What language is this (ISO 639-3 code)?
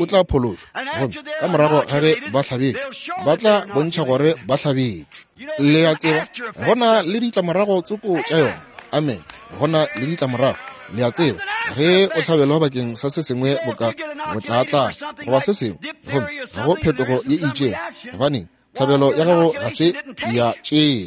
nso